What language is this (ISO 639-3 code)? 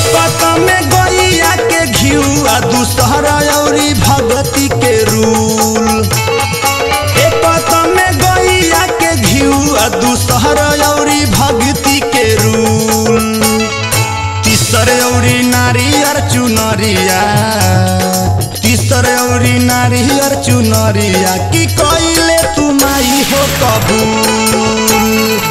bho